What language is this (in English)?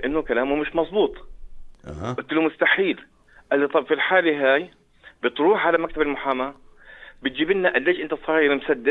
North Levantine Arabic